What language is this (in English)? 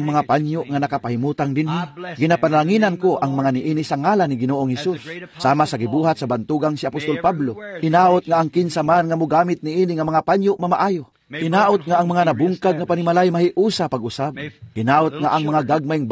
Cebuano